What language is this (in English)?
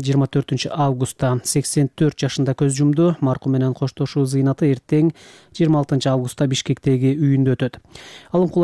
Kyrgyz